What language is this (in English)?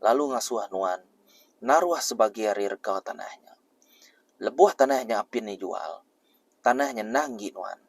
Iban